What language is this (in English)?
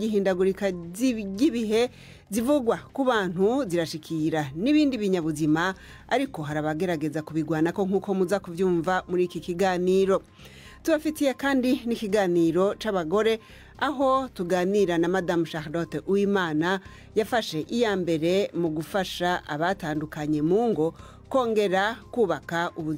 Rundi